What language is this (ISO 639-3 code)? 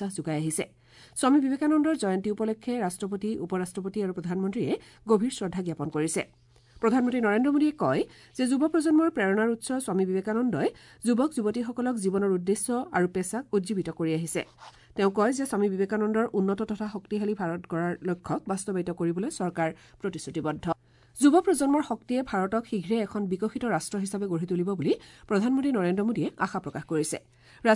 asm